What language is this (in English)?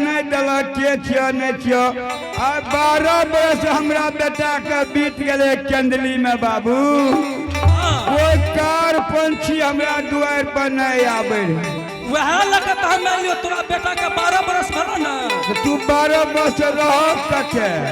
Angika